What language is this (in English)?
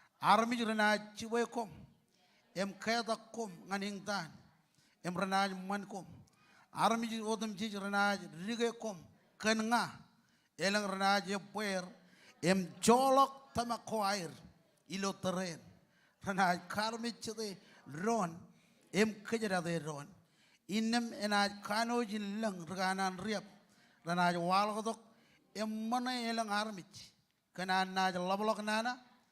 Marshallese